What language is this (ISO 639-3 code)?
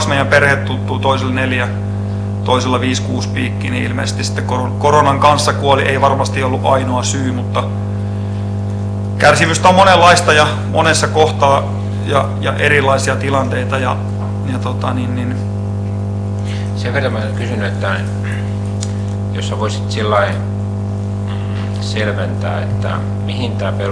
fin